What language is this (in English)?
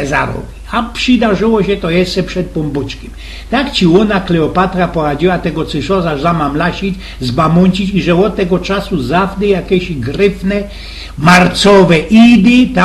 Silesian